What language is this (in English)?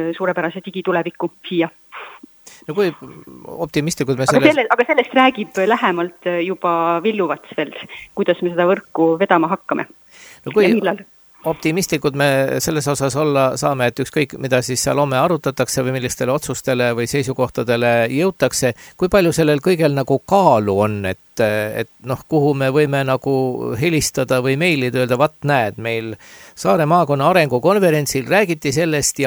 Estonian